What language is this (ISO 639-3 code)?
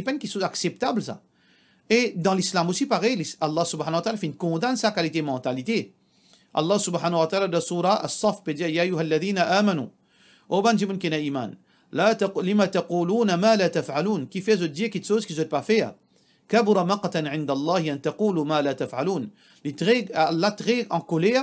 mfe